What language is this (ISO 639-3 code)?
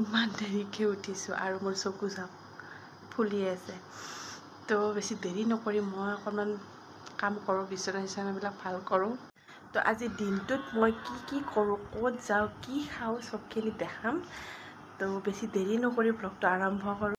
asm